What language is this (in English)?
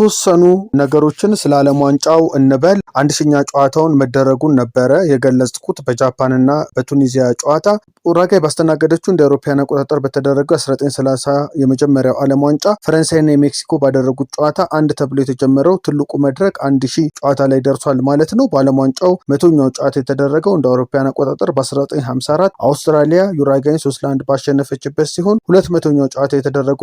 Amharic